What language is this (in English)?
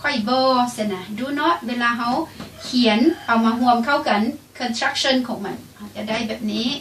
Lao